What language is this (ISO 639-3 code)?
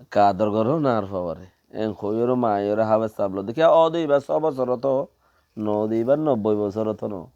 rhg